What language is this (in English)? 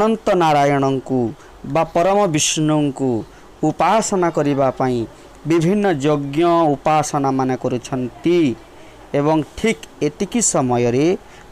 Odia